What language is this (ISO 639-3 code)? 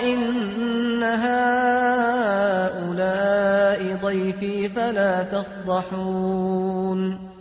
aze